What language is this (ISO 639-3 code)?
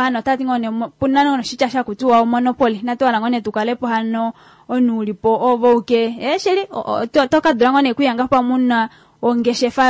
kua